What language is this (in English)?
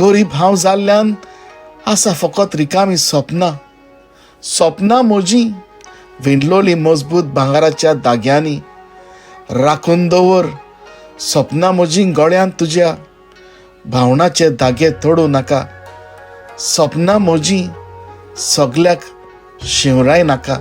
Konkani